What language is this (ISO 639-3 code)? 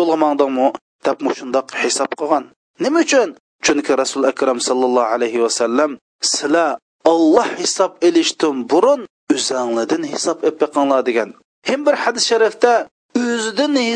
uig